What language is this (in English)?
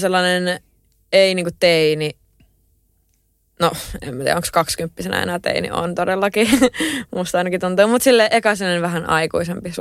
Finnish